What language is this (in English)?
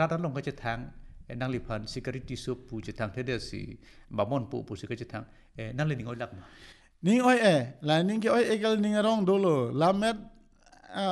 Karbi